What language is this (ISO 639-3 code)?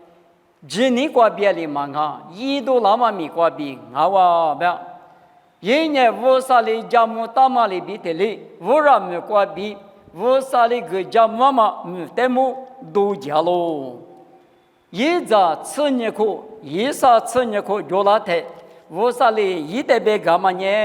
lis